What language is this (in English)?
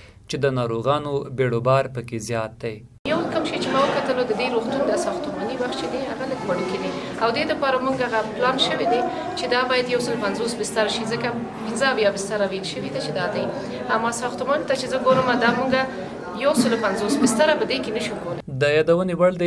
Pashto